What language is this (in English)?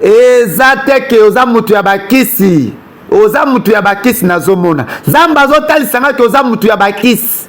Lingala